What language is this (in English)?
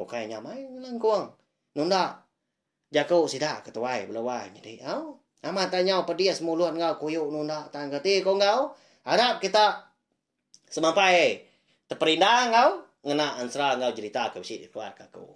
Iban